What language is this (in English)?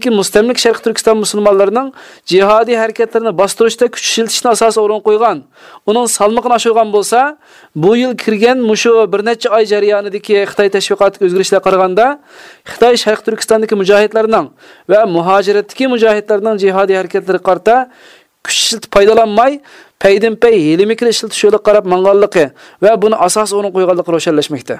Uyghur